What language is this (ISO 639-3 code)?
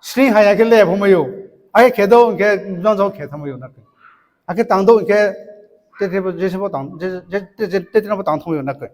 ria